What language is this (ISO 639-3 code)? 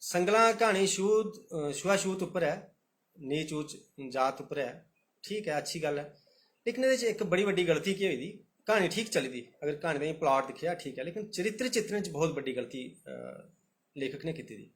doi